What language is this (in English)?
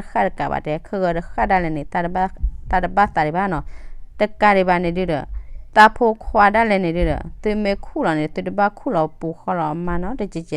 S'gaw Karen